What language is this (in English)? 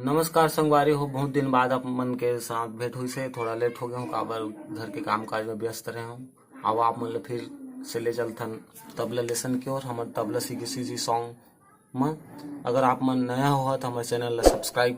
Chhattisgarhi